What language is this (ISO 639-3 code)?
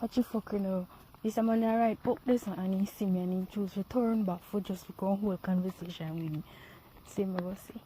jam